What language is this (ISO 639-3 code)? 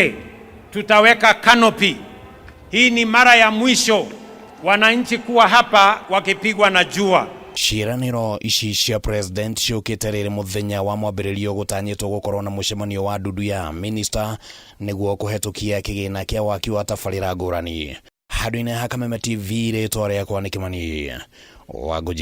kik